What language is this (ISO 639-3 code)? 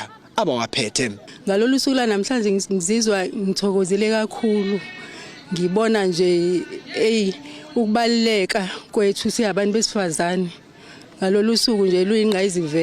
zul